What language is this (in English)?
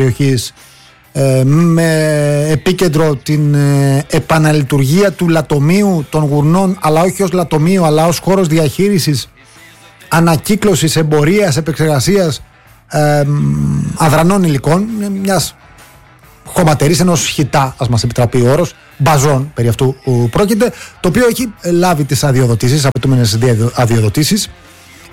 Greek